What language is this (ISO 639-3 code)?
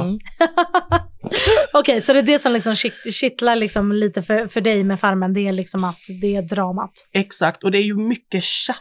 swe